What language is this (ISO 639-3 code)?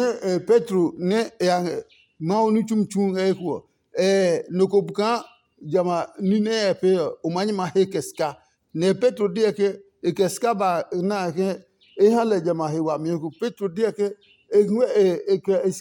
ada